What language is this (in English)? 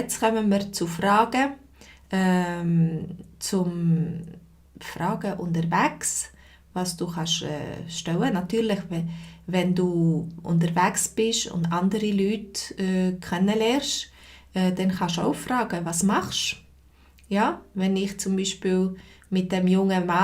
Swiss German